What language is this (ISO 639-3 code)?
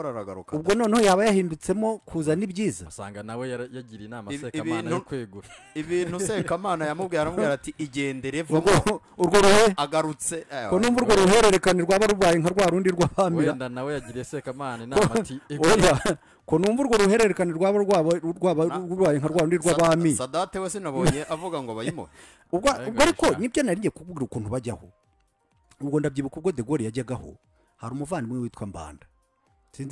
kin